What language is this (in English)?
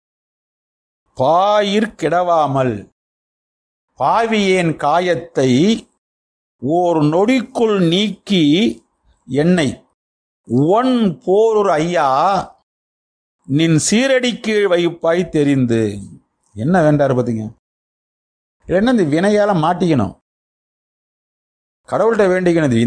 Tamil